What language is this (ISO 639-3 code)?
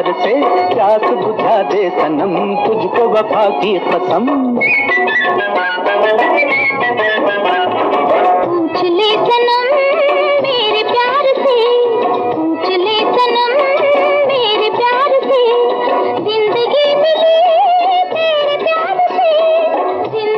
hin